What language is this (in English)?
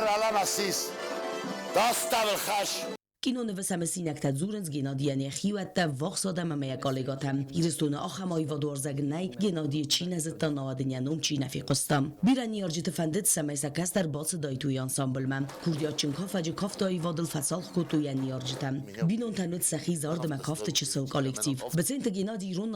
Ossetic